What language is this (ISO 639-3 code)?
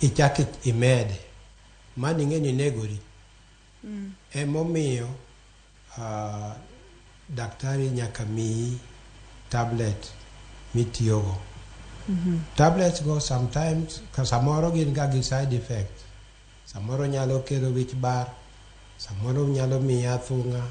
luo